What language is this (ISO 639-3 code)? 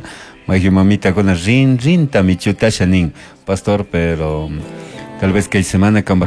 qug